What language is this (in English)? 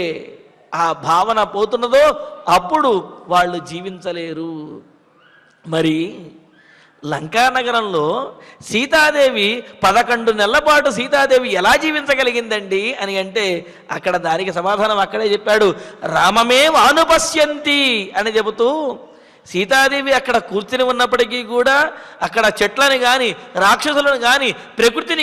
Telugu